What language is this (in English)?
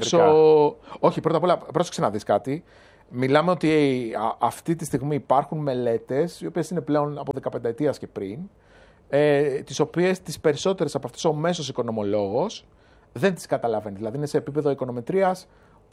Greek